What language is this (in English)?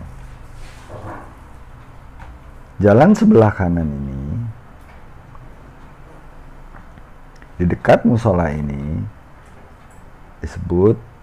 Indonesian